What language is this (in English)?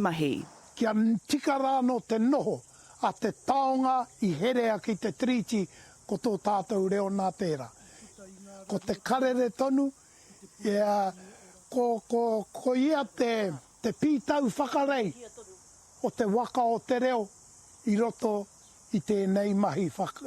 Māori